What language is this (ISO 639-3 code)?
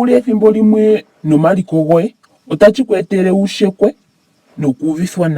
ndo